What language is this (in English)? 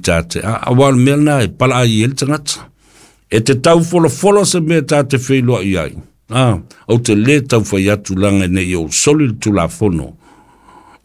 Samoan